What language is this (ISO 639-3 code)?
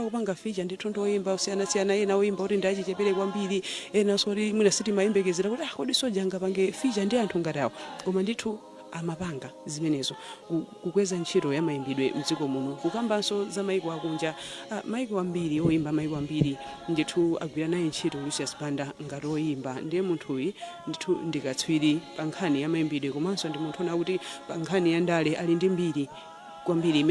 nya